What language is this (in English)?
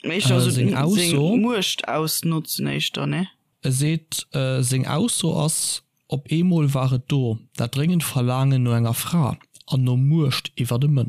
Luxembourgish